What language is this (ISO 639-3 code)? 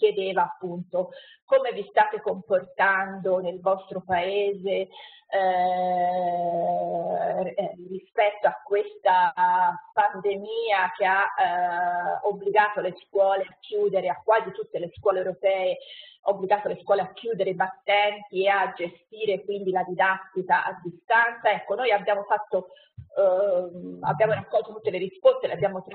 ita